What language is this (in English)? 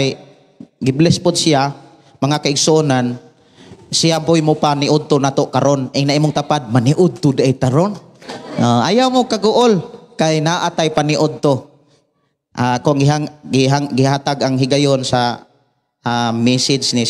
Cebuano